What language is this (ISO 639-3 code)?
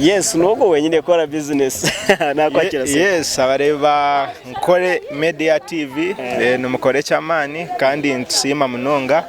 nyn